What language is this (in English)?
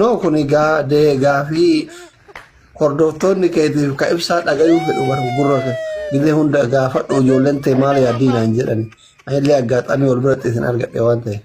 Oromo